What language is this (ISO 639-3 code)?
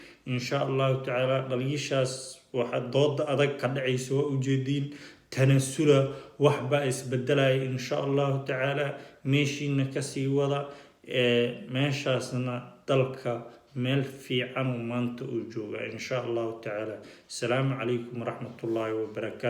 som